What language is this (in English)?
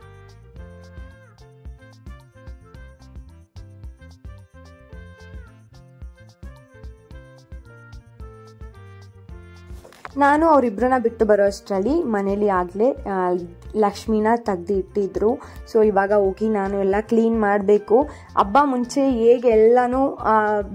Kannada